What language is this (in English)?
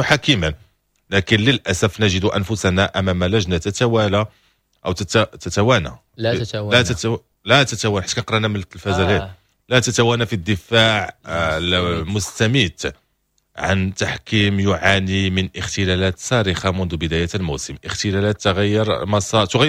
Moroccan Arabic